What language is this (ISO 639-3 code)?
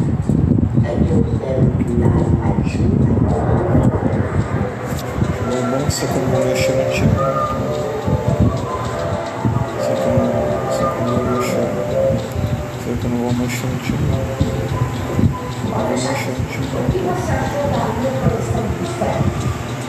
por